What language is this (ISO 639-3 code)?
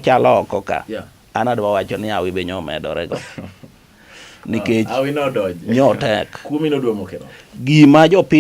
luo